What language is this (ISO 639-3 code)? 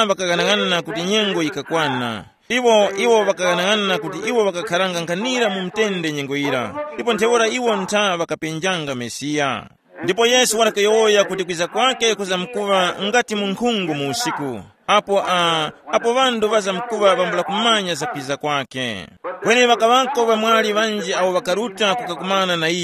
tum